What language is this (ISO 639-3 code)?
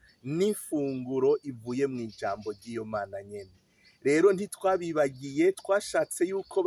run